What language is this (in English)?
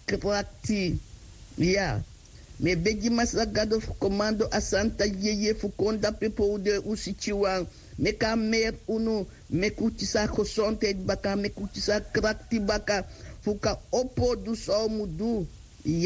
Sranan Tongo